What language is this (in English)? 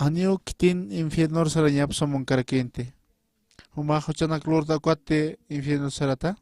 Aymara